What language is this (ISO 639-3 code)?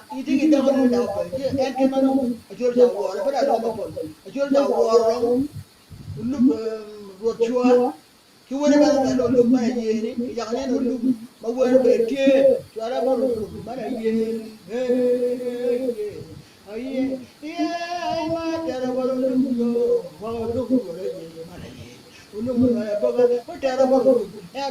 ach